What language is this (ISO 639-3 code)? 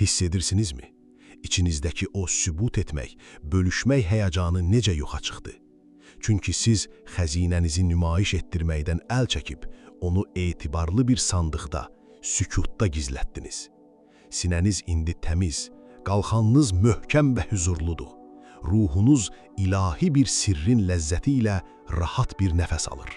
aze